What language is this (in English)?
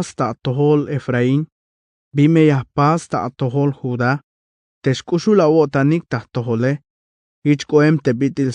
Tzeltal